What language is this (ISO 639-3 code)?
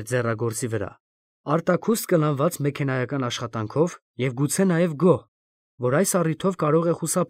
hye